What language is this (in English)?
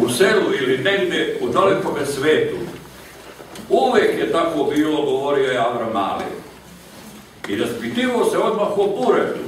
Serbian